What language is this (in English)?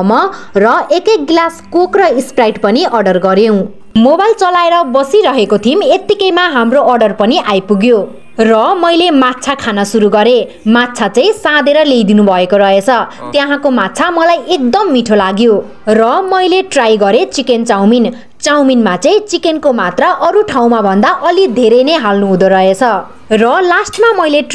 Nepali